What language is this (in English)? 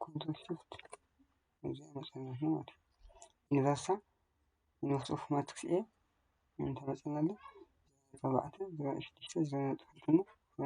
Tigrinya